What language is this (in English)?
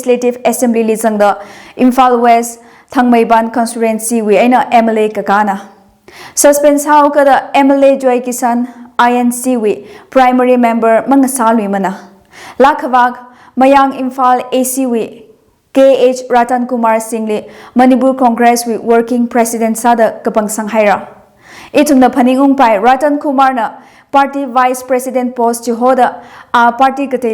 Tangkhul Naga (India)